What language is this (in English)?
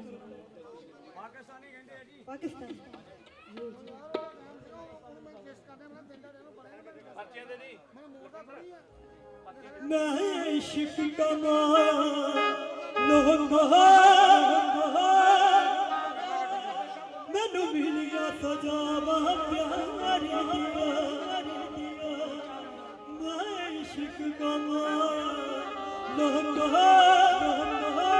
Punjabi